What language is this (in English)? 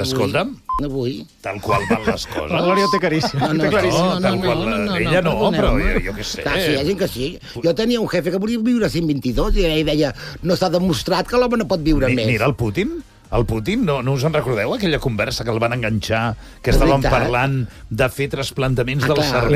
Catalan